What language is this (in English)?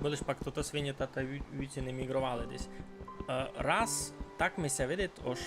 Rusyn